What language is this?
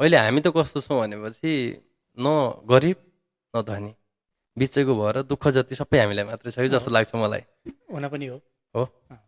Nepali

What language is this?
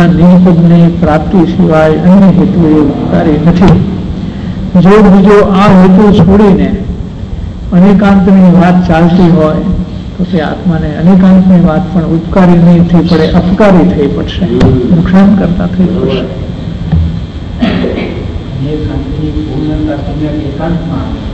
Gujarati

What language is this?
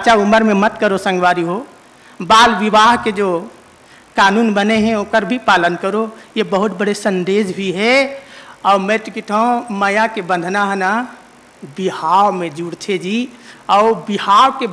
Chhattisgarhi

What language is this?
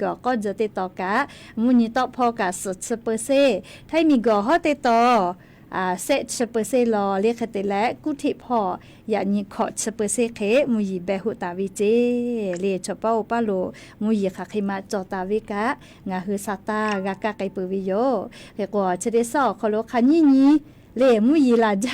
Lahu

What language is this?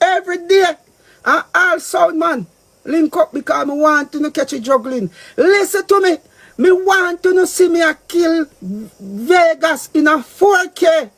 Jamaican Creole English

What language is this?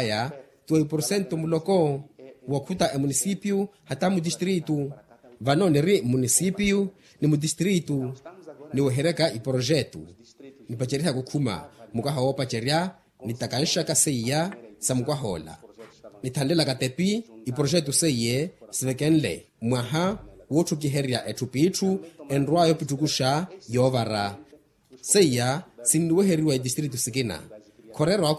Makhuwa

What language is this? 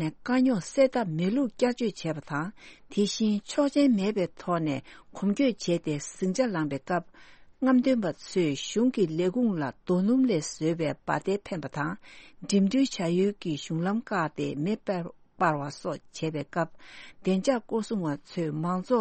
Tibetan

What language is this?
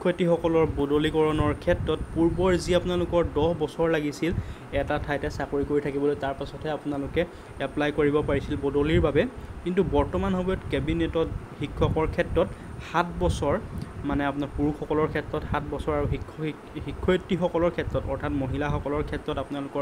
Assamese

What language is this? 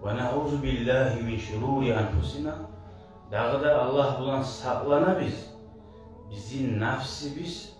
Kumyk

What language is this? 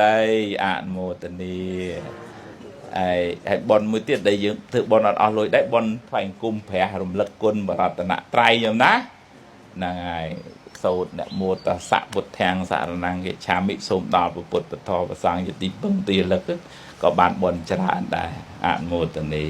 Khmer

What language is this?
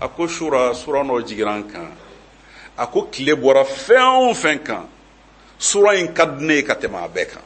Bambara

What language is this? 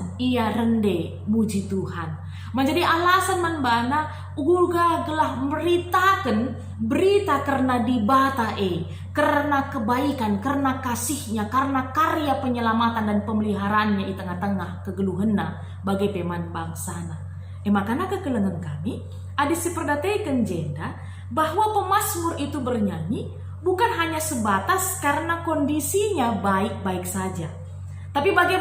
Batak Karo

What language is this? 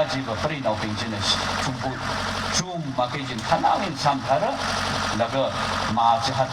Tangkhul Naga (India)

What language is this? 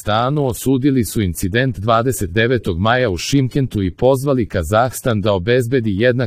Serbian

